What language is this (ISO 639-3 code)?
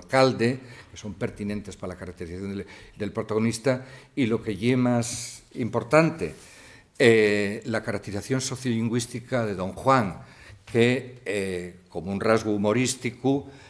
ast